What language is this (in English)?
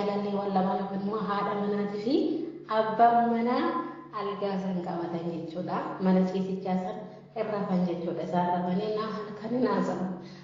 Oromo